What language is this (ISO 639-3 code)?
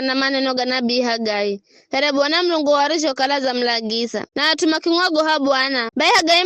nyf